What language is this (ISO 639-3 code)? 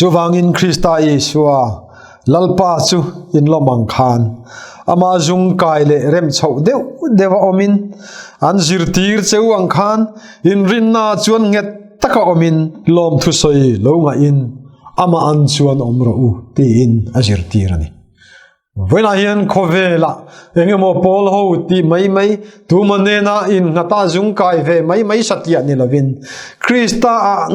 lus